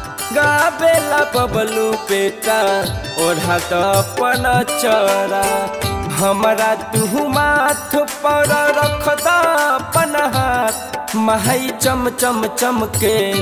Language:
Bhojpuri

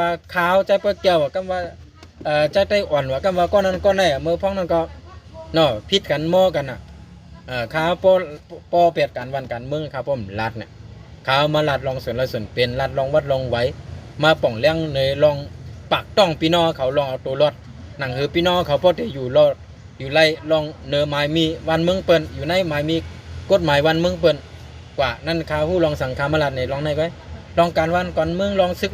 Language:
Shan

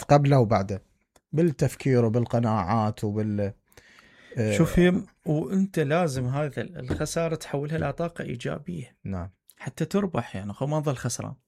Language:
Mesopotamian Arabic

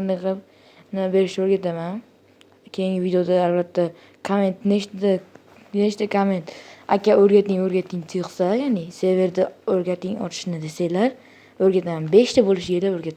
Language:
Uzbek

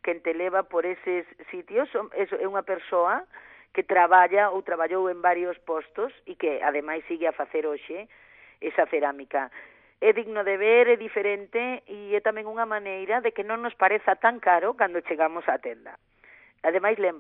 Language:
Galician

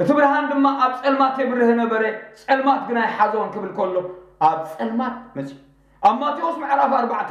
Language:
Tigrinya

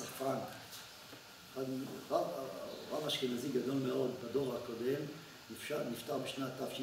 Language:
Hebrew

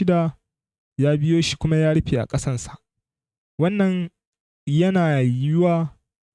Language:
Hausa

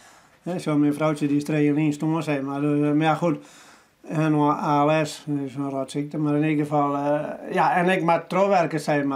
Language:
Western Frisian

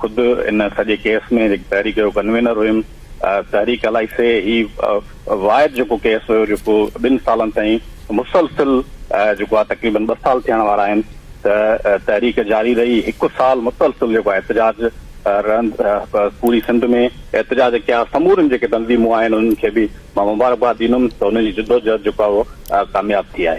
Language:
Sindhi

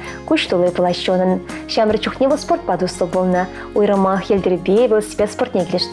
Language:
Chuvash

